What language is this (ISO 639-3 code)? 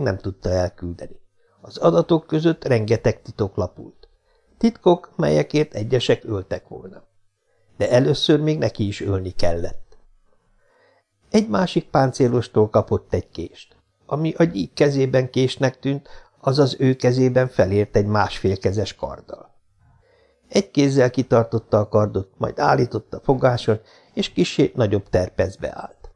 hun